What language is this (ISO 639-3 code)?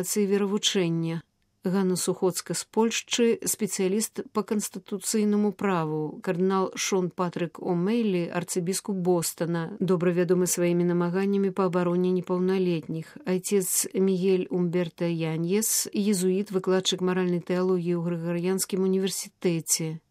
bel